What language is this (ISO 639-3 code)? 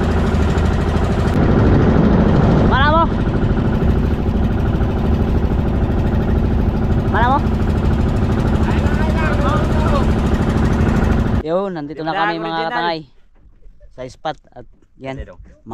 fil